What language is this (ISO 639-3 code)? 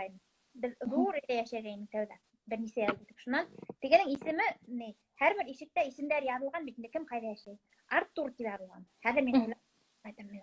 bak